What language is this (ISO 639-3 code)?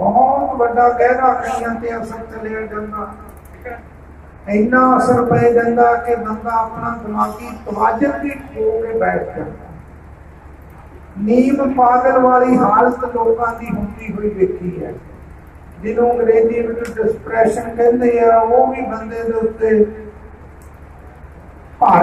pan